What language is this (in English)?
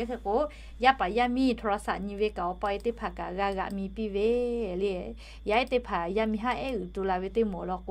Lahu